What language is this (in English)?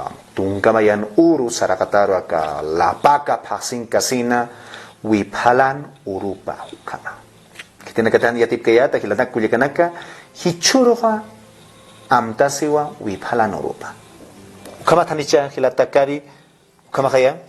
Aymara